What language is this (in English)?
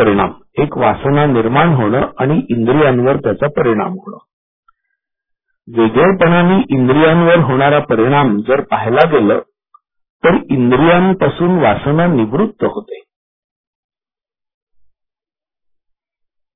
Marathi